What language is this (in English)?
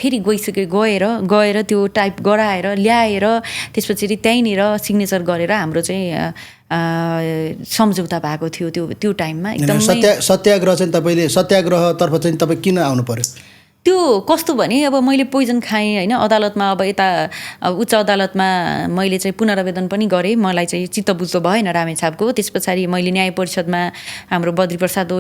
Nepali